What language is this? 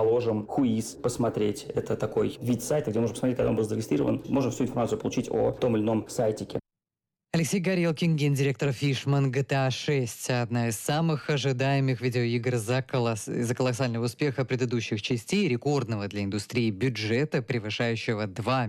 Russian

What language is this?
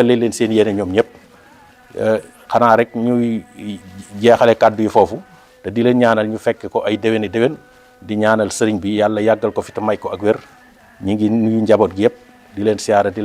Wolof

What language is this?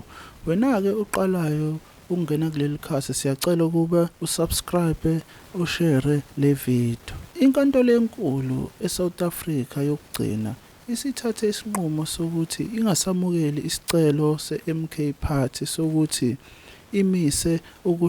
Zulu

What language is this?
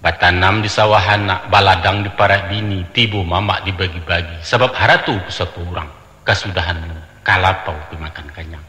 Minangkabau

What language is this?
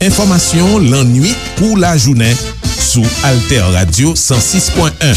Haitian Creole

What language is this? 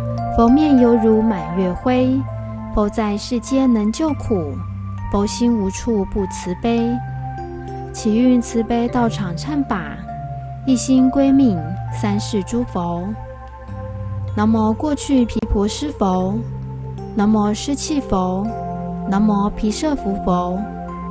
Chinese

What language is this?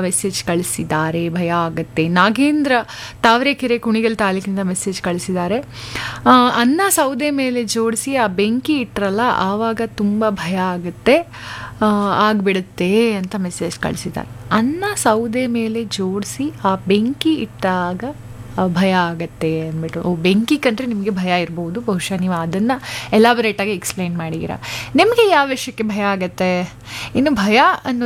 Kannada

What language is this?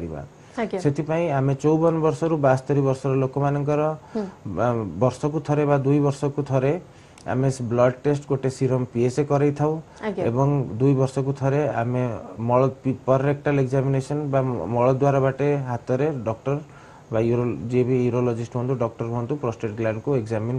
Odia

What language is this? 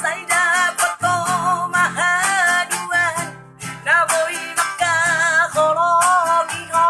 Batak Toba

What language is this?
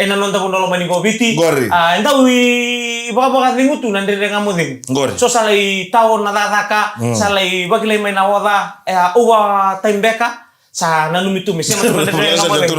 Fijian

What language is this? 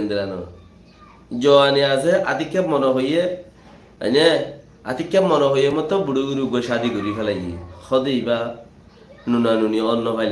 Rohingya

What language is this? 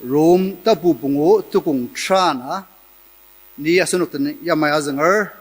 Ao Naga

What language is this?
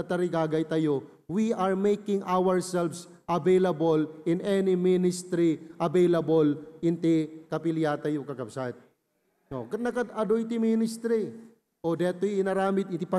Iloko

